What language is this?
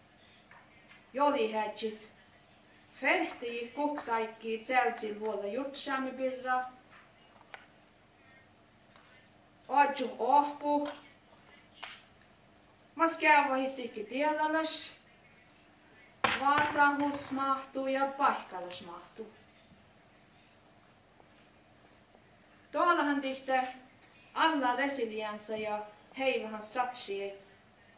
Northern Sami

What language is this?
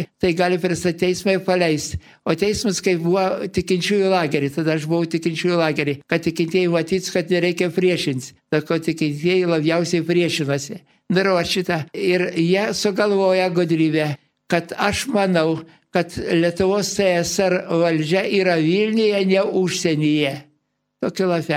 Lithuanian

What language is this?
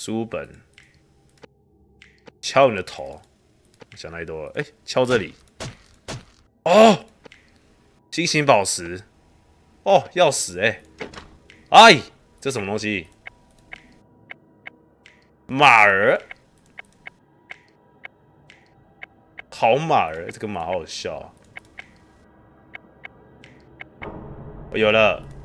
Chinese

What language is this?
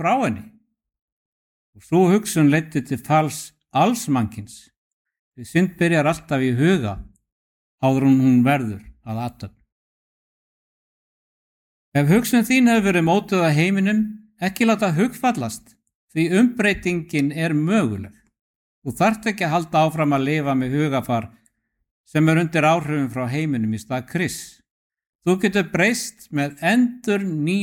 Icelandic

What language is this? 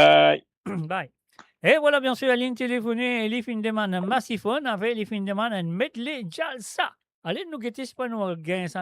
Morisyen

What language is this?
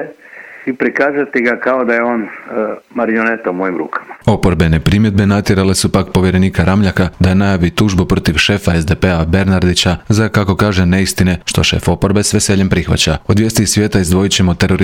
Croatian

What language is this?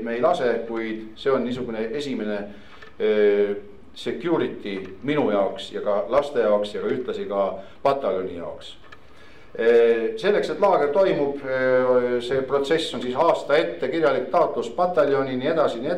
Estonian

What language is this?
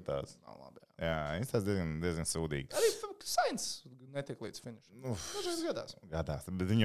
Latvian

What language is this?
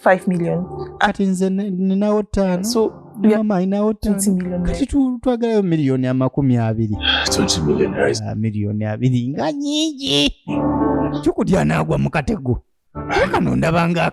Ganda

